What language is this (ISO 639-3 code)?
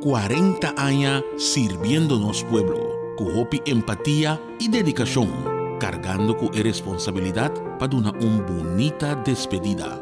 pap